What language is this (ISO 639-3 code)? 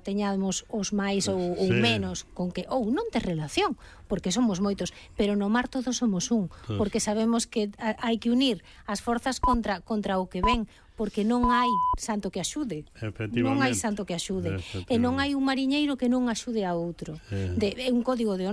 glg